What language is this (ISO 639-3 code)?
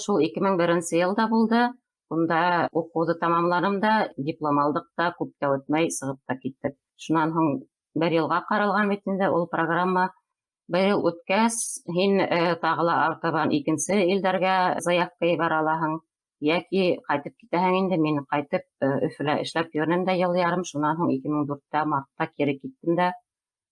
bak